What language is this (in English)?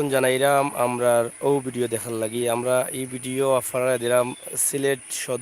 Sylheti